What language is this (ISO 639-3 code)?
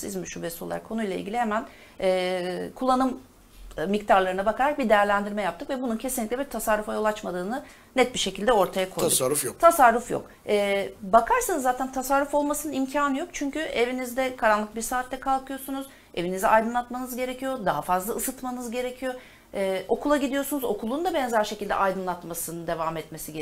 tur